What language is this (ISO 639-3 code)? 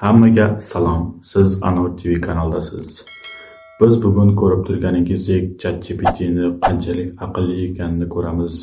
uzb